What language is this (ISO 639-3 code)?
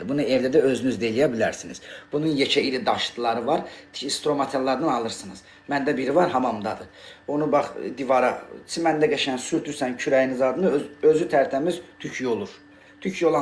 aze